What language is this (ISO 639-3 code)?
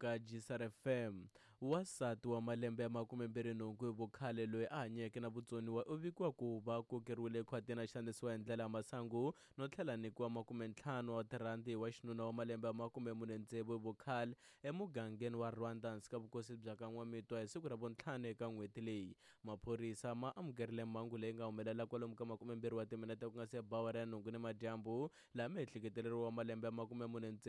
tso